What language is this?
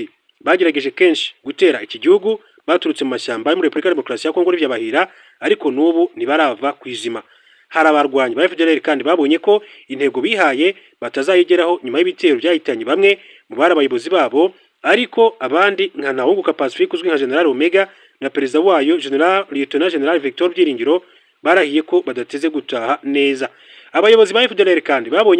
Kinyarwanda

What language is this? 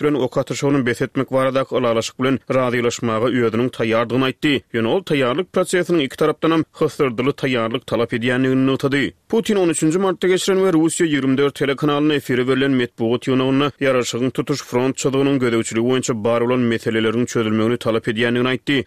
Turkmen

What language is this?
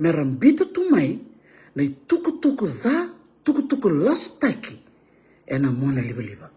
Fijian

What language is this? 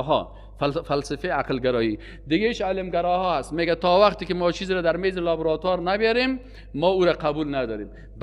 Persian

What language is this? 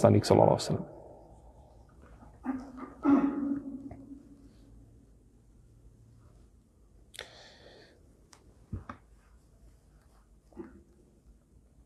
Bosnian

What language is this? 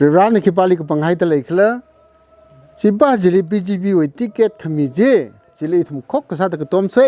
Tangkhul Naga (India)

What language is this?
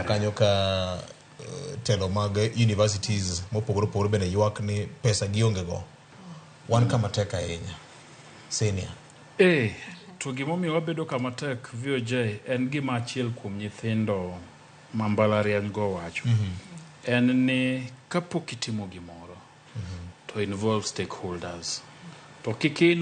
Luo (Kenya and Tanzania)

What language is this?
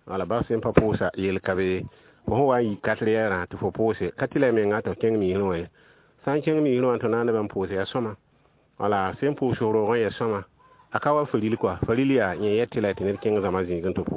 Mossi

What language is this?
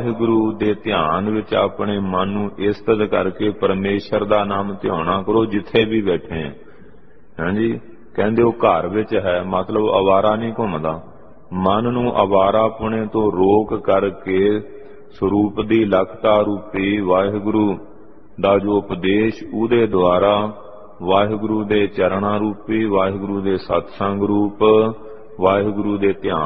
Punjabi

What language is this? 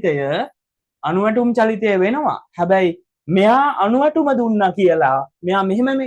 Sinhala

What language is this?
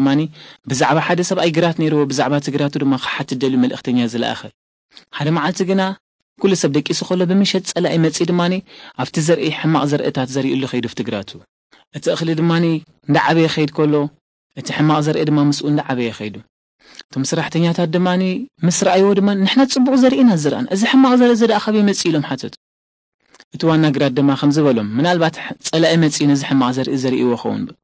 Tigrinya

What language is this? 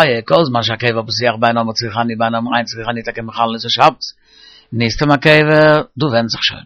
Yiddish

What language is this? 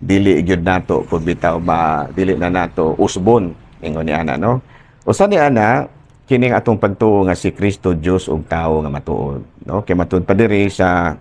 Cebuano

